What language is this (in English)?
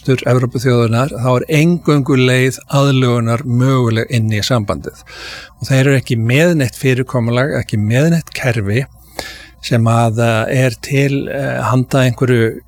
Icelandic